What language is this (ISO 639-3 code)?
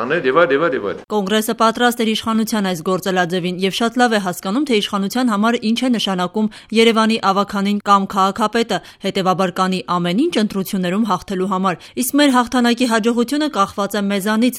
hye